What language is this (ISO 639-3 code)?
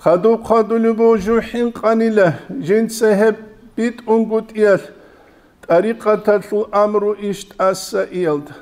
ava